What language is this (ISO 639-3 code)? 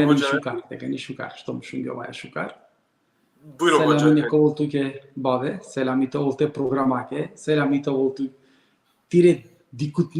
rmn